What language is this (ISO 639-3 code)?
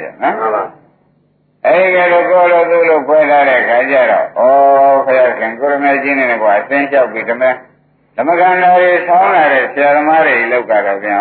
mya